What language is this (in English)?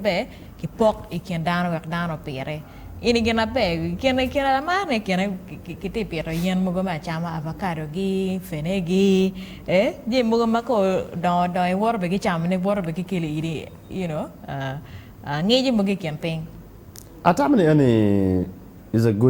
Acoli